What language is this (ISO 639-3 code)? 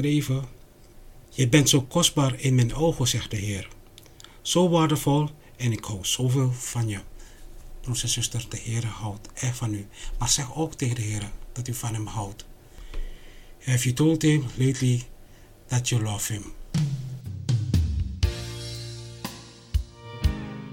nld